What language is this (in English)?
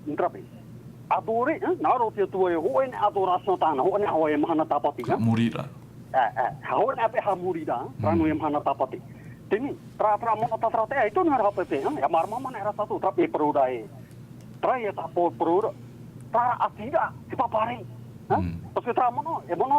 Tahitian